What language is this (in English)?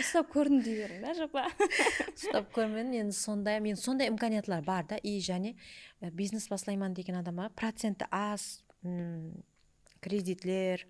Kara-Kalpak